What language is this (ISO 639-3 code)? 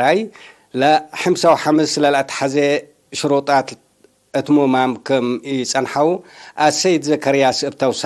tig